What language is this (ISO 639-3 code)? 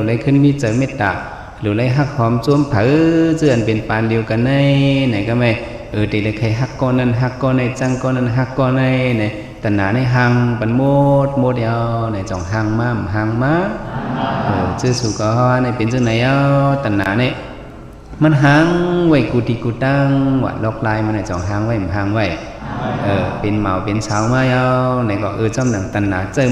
shn